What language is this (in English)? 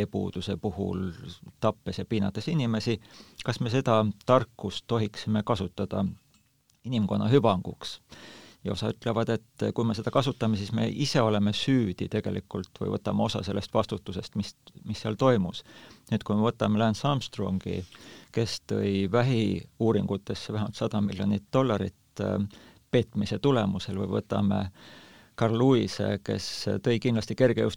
Estonian